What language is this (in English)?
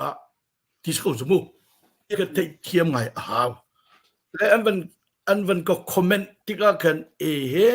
Hakha Chin